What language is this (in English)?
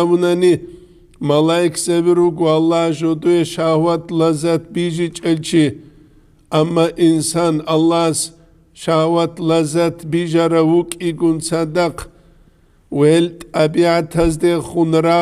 Avaric